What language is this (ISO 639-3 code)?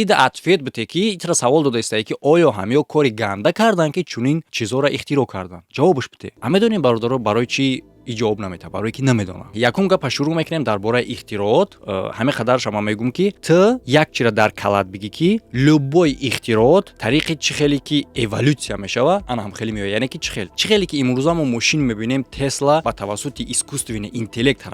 tgk